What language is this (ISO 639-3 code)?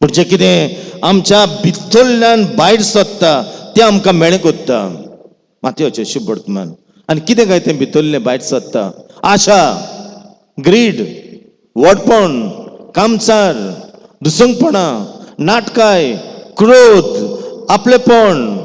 kok